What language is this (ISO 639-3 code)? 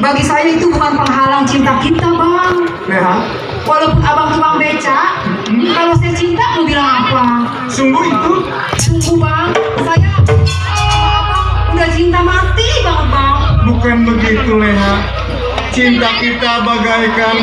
bew